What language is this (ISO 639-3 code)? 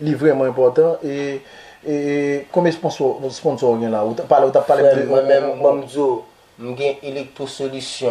hat